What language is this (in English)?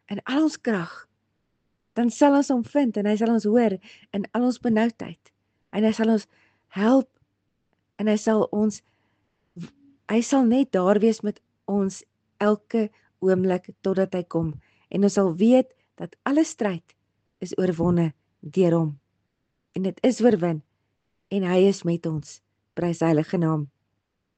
Afrikaans